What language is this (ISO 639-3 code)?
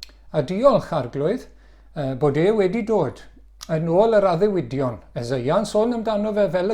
cym